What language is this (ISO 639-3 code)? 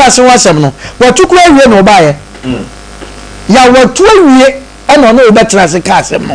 aka